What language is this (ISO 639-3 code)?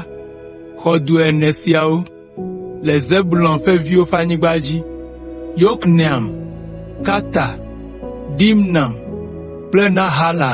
ewe